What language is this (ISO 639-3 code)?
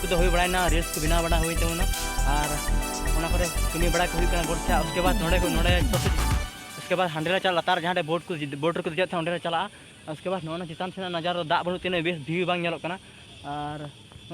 sat